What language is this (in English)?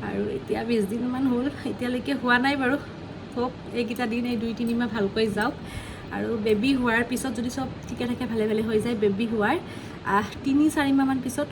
Assamese